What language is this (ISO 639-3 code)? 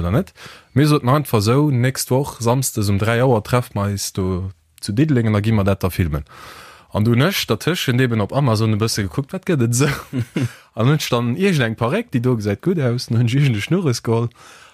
ltz